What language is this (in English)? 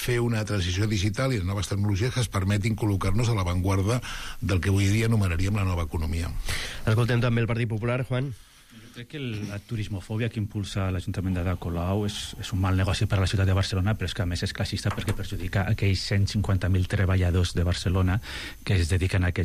Catalan